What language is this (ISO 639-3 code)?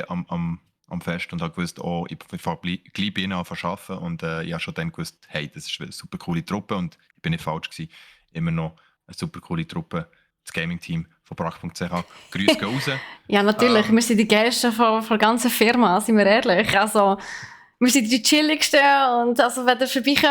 gsw